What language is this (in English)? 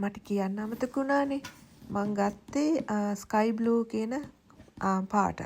Sinhala